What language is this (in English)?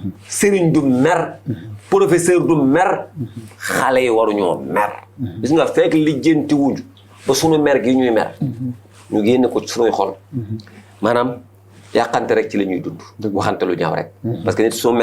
Wolof